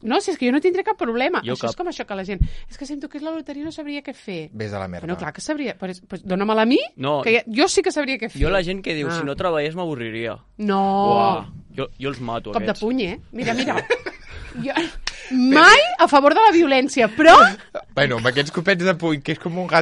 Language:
Catalan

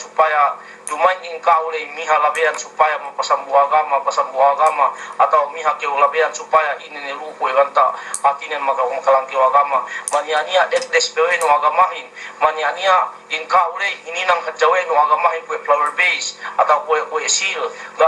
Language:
Yakan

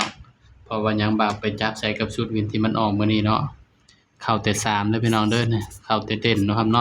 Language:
Northeastern Thai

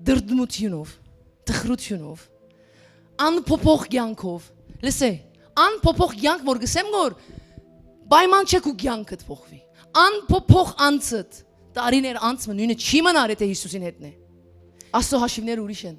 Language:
Western Armenian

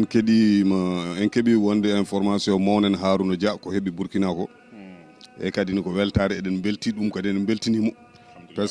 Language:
Fula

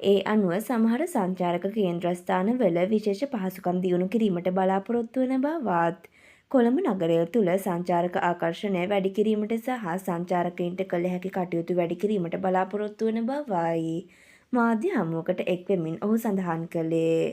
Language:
Sinhala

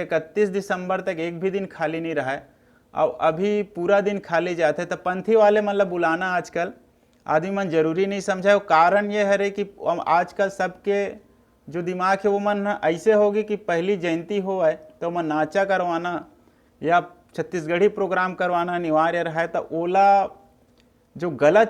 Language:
Chhattisgarhi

